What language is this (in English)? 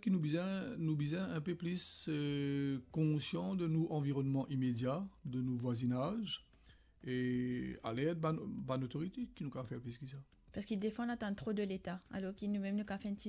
Morisyen